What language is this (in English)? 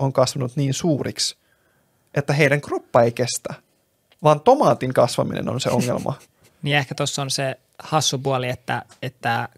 Finnish